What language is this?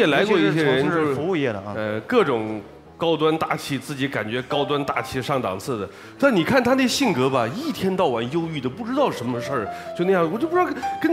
Chinese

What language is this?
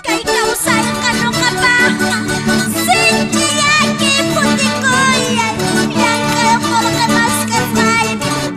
Quechua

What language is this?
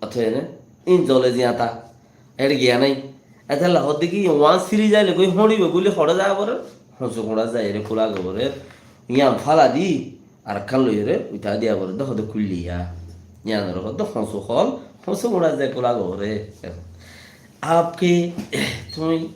Rohingya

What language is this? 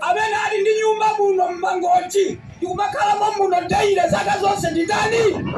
Nyanja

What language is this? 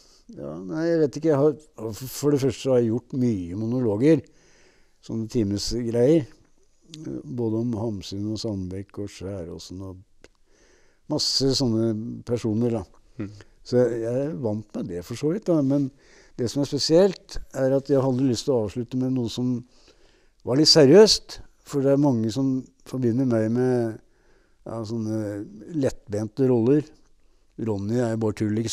Norwegian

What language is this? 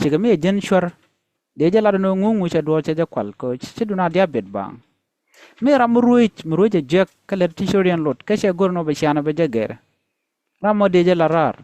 Nuer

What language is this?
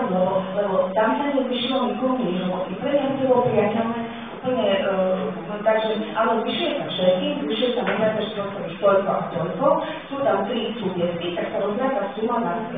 Slovak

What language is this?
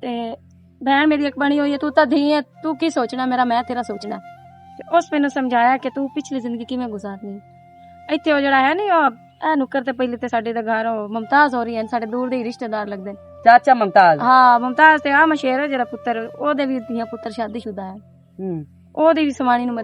Western Panjabi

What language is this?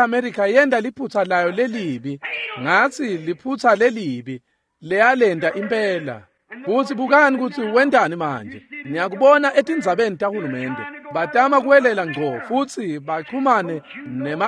Swati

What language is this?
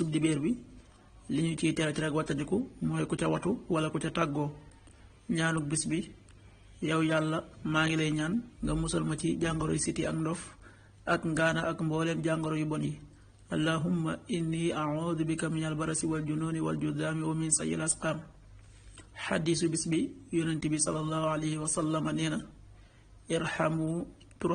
Wolof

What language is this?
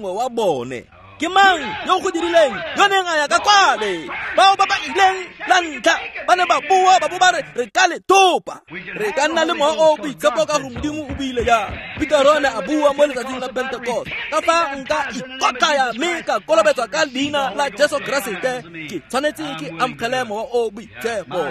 Tswana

